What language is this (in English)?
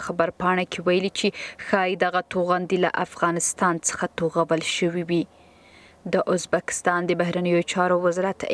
Pashto